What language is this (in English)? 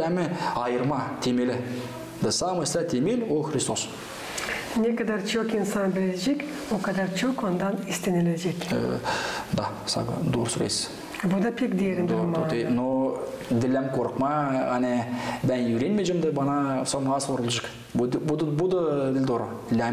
Gagauz